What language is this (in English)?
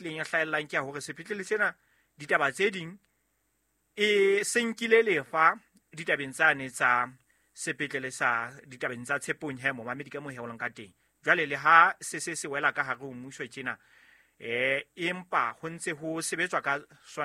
Southern Sotho